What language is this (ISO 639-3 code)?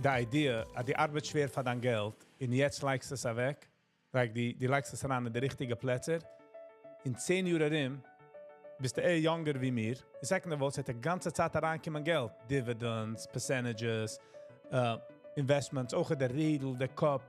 yid